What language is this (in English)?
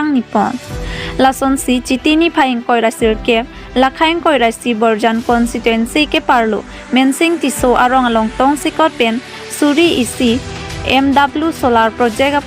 Karbi